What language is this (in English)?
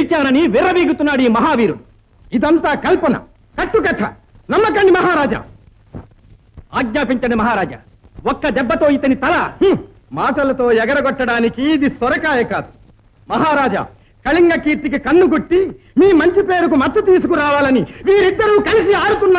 Telugu